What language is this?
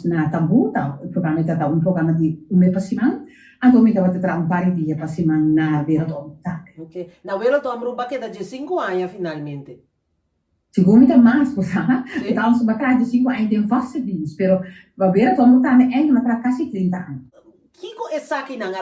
Papiamento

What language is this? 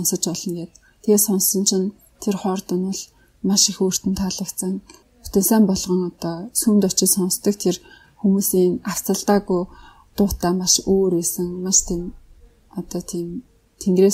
Mongolian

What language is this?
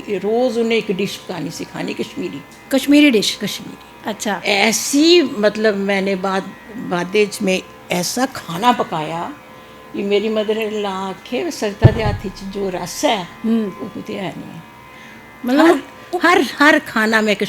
Dogri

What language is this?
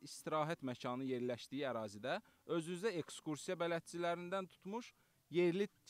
Azerbaijani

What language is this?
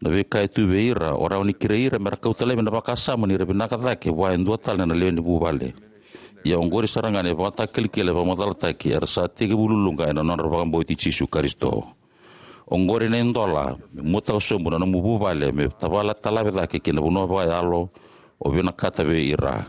Fijian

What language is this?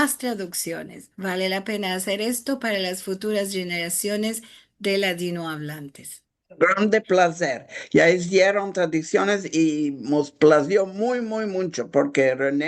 Ladino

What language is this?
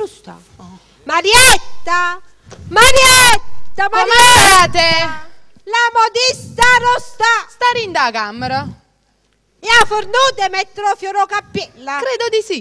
Neapolitan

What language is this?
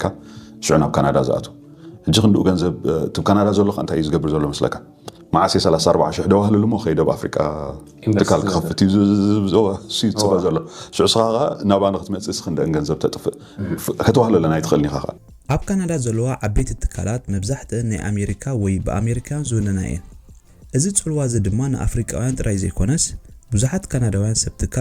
Tigrinya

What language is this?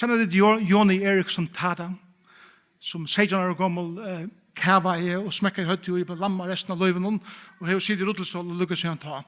Faroese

